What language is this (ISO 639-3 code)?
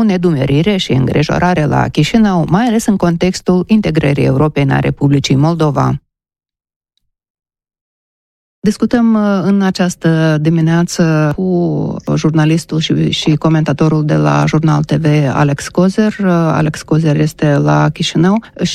ron